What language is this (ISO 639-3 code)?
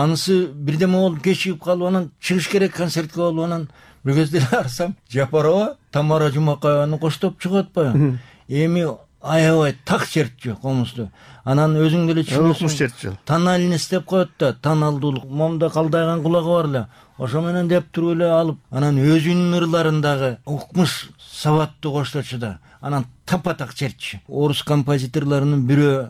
kir